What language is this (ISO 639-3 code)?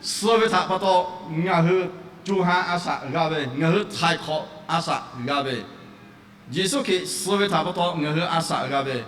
lhu